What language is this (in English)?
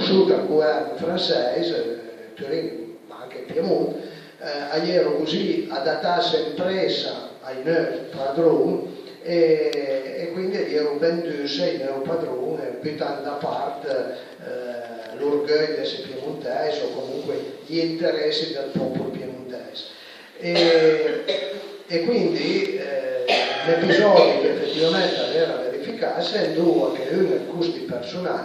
Piedmontese